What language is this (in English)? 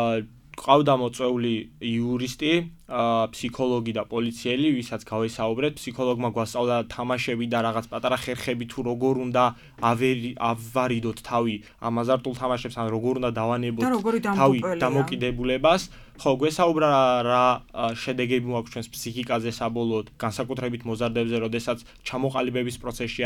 Georgian